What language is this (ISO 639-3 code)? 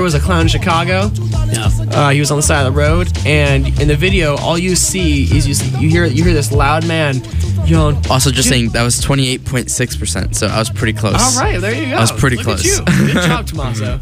eng